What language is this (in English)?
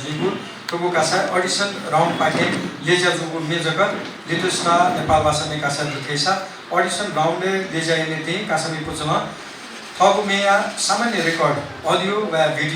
Newari